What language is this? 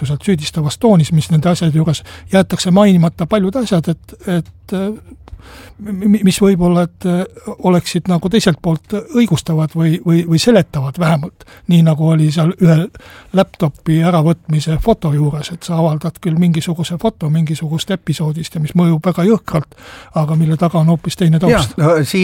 Estonian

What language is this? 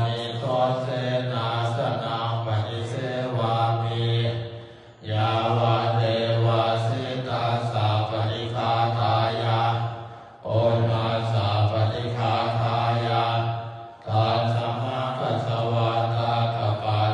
Pali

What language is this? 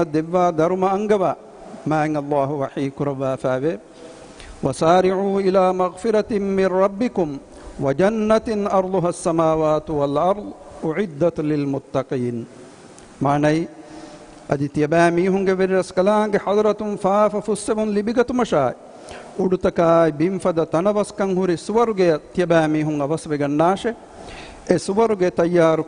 Divehi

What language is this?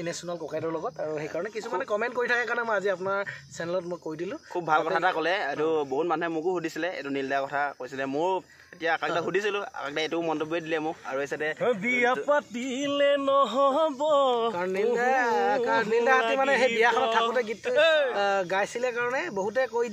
Assamese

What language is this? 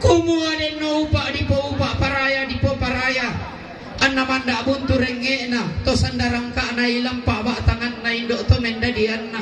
Toraja-Sa'dan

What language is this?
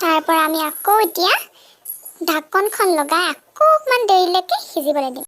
Assamese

